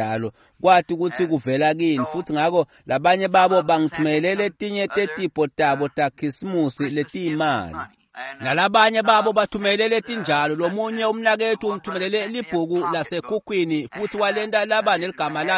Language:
Swati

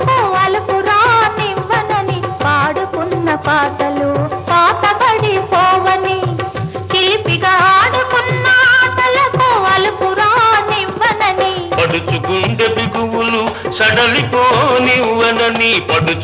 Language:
Telugu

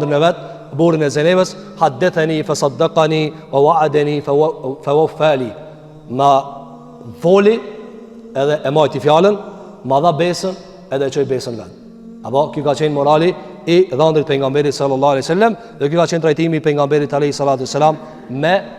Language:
Albanian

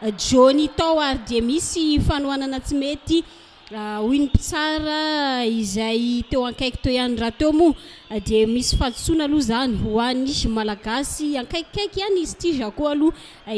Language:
Malagasy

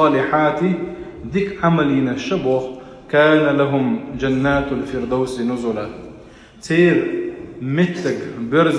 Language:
Chechen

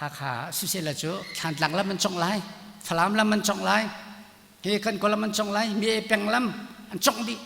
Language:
Hakha Chin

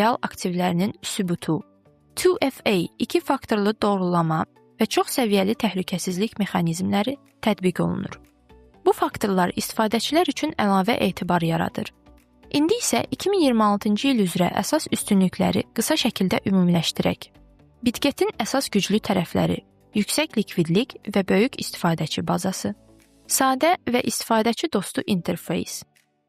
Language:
Azerbaijani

